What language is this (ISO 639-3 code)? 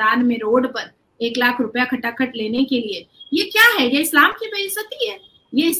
hin